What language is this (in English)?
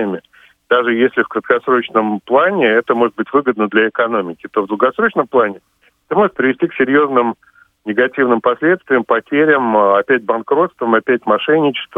Russian